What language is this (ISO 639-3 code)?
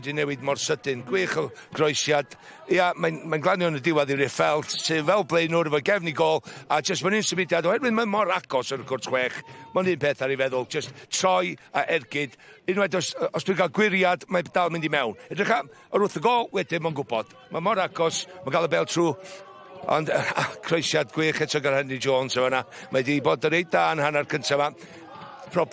cym